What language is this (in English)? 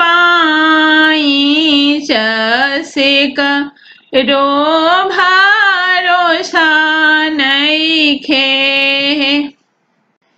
Bhojpuri